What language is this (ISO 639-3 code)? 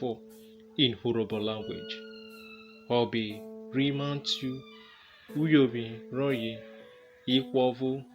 urh